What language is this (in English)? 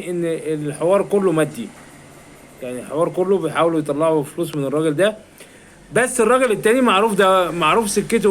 Egyptian Arabic